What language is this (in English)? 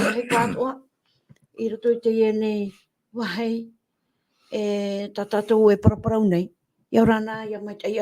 Tahitian